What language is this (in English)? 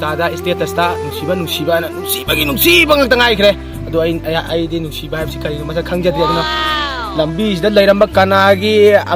Manipuri